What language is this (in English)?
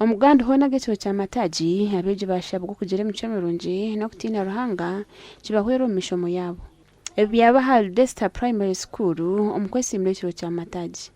Nyankole